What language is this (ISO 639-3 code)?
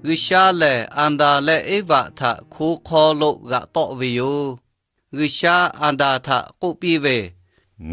lhu